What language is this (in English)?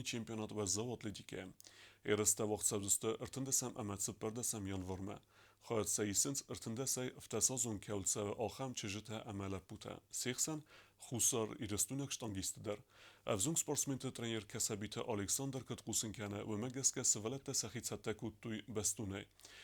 Ossetic